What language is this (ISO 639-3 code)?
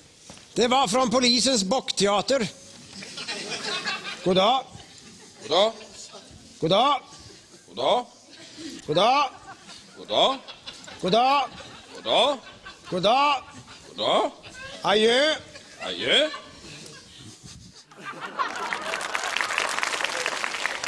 swe